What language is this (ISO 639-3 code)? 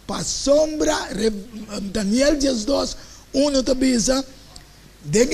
pap